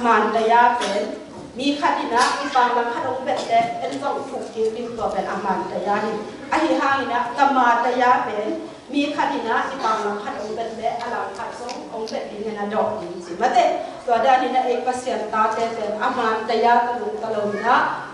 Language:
Tedim Chin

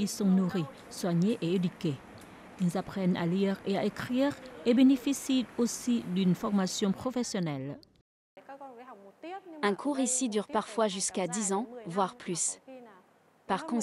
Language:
French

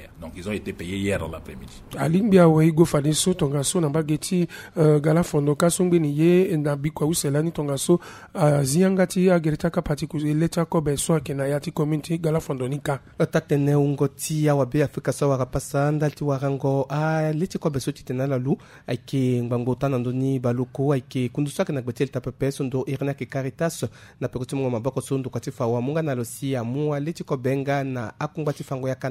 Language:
Sango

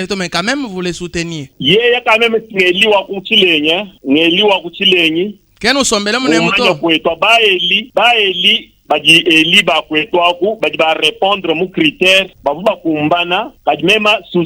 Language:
Luba-Lulua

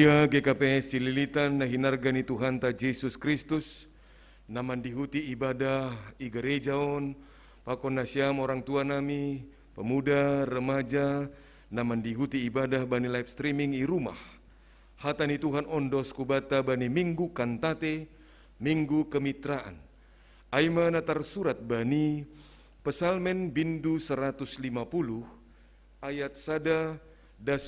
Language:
Batak Simalungun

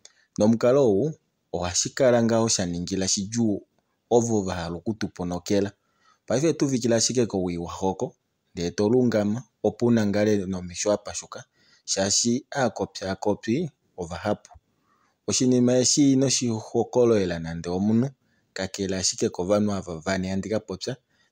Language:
Kuanyama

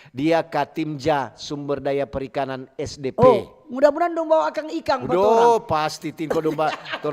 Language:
Manado Malay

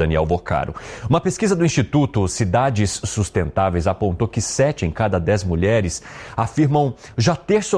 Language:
Portuguese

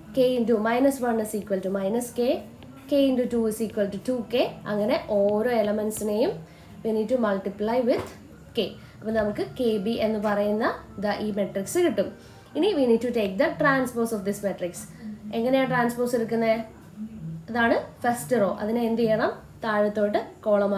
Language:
Malayalam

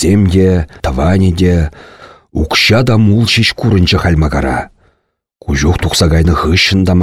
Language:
Chuvash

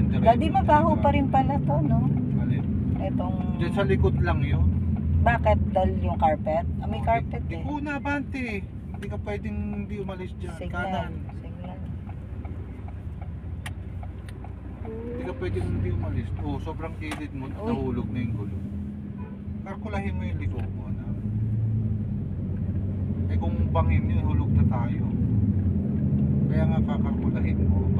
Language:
Filipino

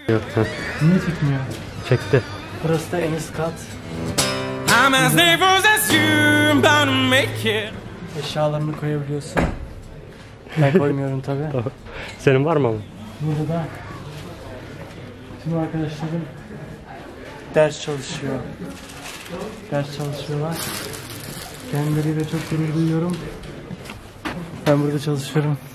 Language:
Turkish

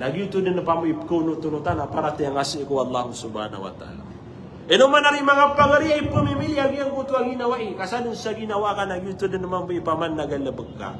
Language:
Maranao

